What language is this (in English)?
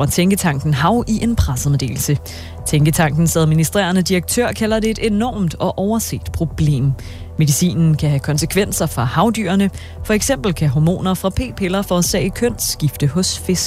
Danish